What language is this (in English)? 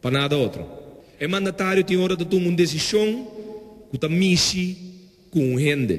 Papiamento